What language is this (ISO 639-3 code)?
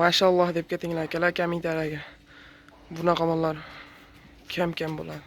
uzb